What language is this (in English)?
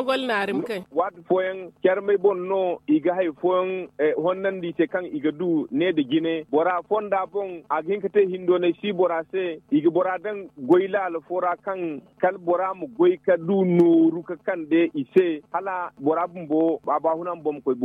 Zarma